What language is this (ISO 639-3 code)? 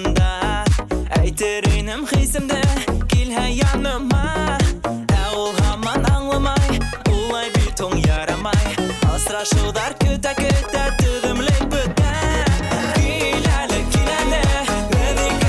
bak